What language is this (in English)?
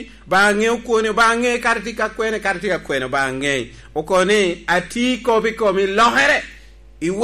Lango (Uganda)